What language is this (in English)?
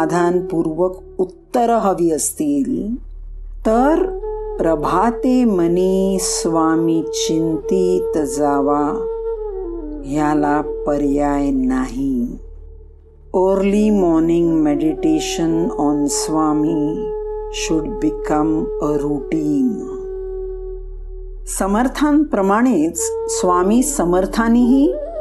Marathi